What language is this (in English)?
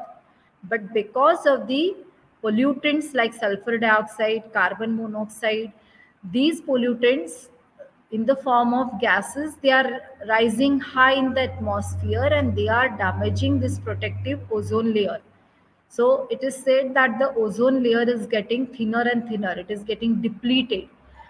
English